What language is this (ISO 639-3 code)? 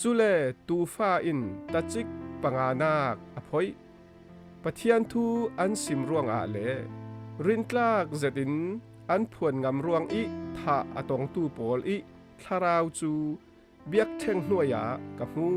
cfm